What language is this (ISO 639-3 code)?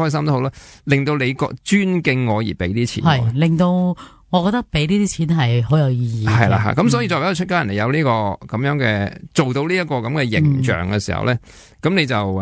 yue